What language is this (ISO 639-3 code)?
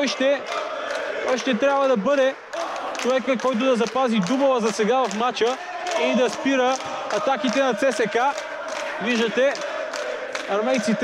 bul